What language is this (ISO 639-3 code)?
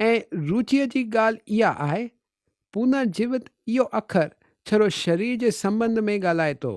snd